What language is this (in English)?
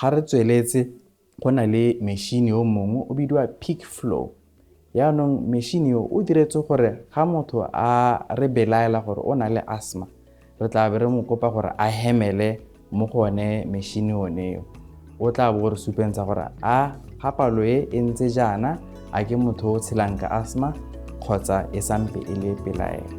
Tswana